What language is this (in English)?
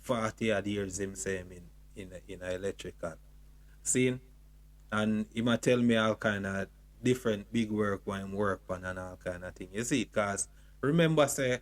Jamaican Creole English